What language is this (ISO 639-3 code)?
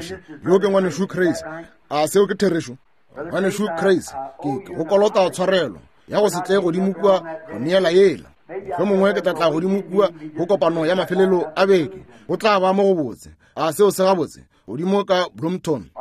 nso